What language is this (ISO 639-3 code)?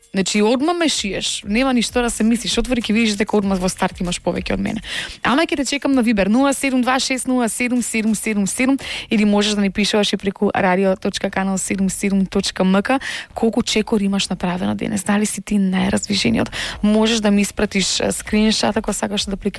mkd